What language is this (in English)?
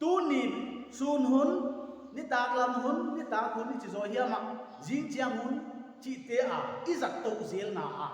Paite Chin